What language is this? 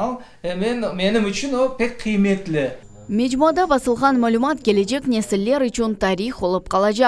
Crimean Tatar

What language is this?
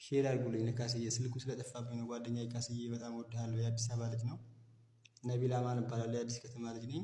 Amharic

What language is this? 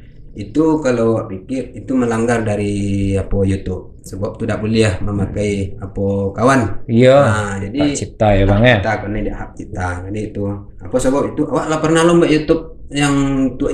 Minangkabau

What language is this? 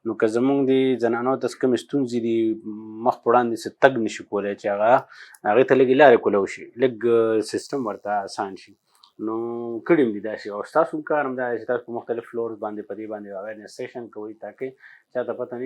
Pashto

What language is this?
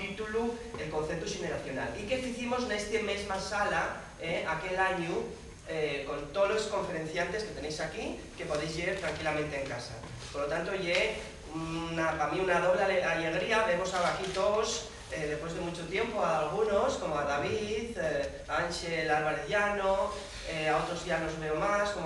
Asturian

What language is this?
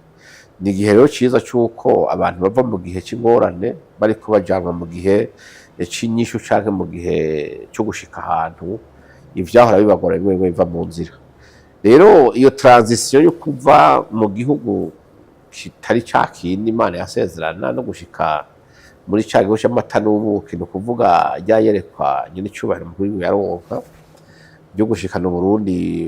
Rundi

